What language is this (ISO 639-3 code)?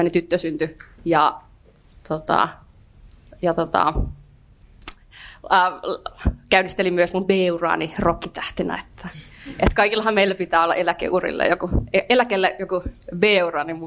fin